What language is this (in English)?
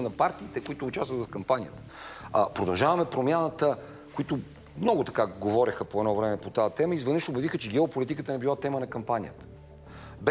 Bulgarian